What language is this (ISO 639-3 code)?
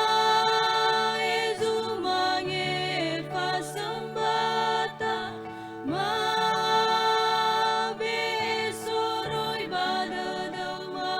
nia